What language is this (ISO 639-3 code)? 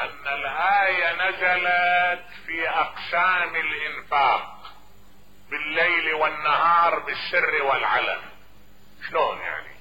acm